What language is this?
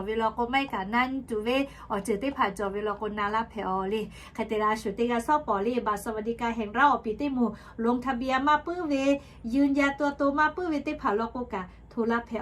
Lahu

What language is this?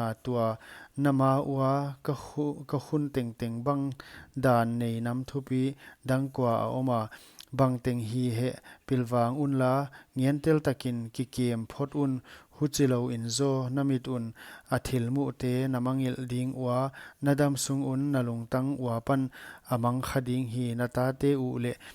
Paite Chin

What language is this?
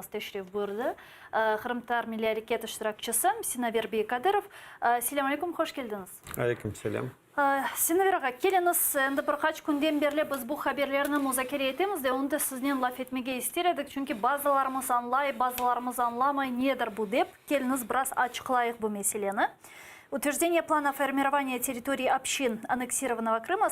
Crimean Tatar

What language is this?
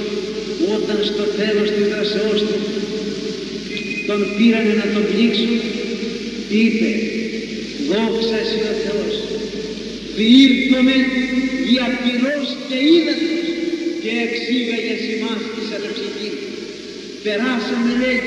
Greek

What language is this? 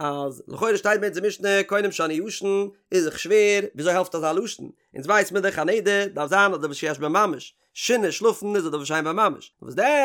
Yiddish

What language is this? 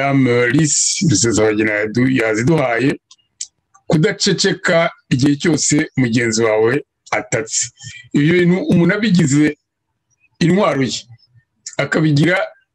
Kinyarwanda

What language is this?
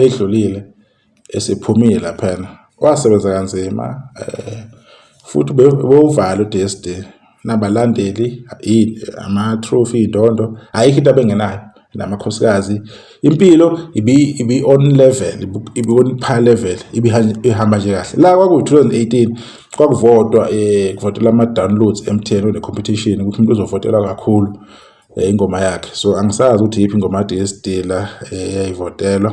Zulu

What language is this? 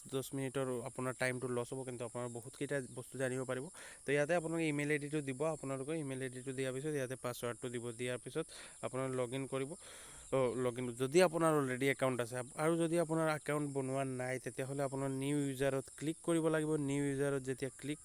Assamese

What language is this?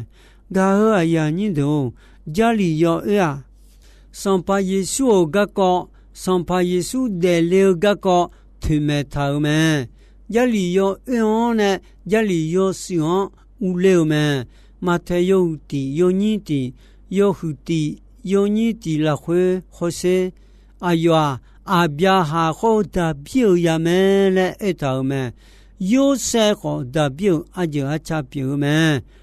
Akha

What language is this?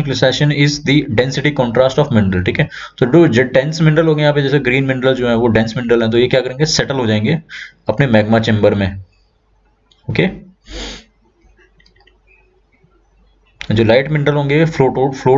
Hindi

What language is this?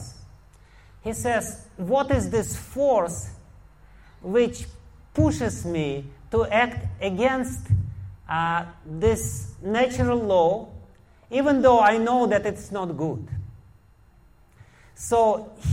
English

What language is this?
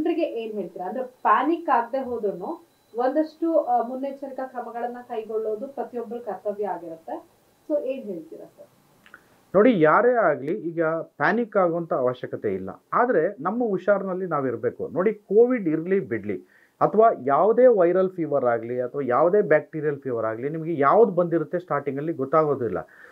Kannada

